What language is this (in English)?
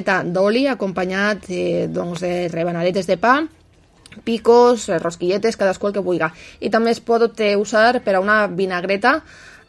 Catalan